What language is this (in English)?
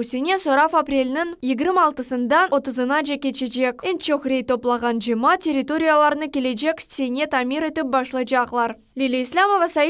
Crimean Tatar